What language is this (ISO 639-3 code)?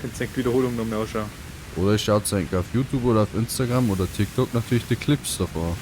bar